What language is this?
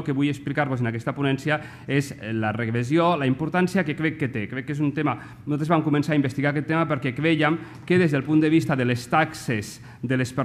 Catalan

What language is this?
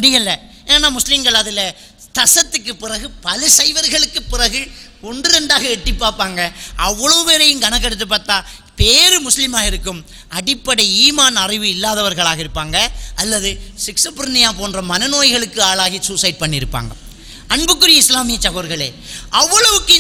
Tamil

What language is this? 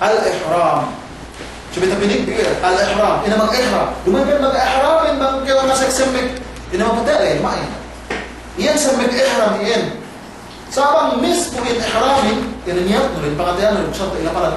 Yakan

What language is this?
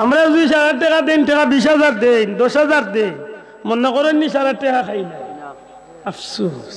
Sylheti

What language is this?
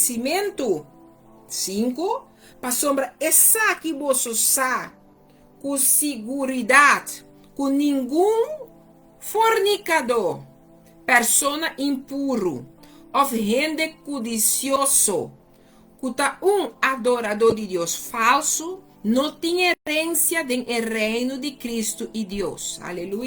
Papiamento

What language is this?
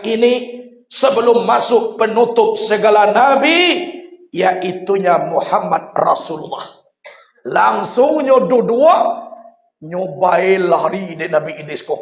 Minangkabau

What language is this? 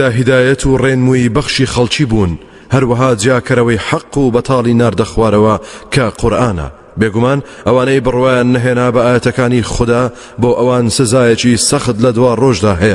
Central Kurdish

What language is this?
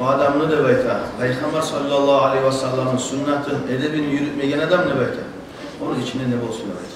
Kumyk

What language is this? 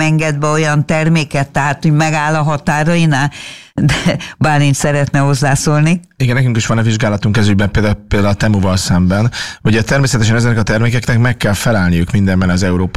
Hungarian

